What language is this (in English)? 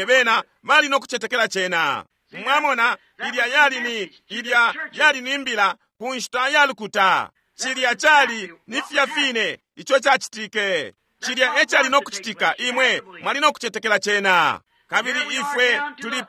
Bemba